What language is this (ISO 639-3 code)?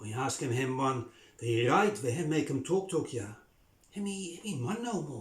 bis